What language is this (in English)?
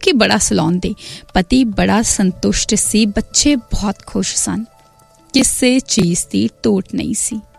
Punjabi